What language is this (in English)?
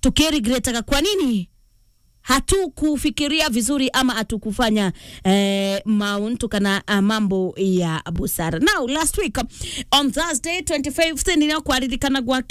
Meru